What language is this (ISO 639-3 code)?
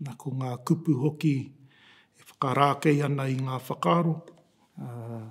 mri